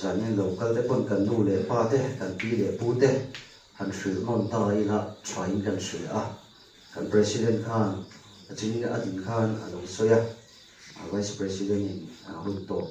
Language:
Mizo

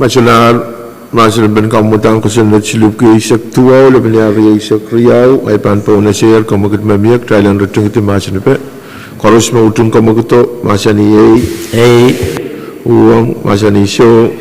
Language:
Pohnpeian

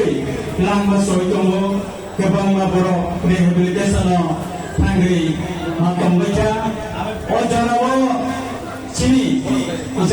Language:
Kok Borok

